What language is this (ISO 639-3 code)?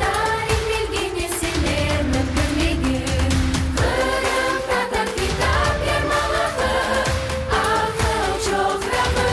crh